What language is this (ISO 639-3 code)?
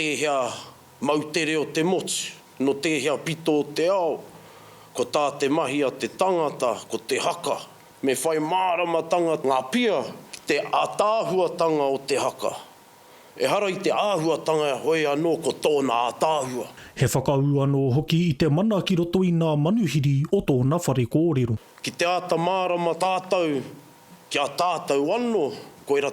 mri